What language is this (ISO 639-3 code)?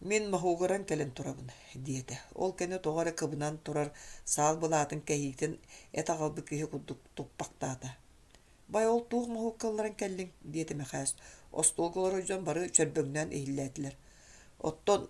sah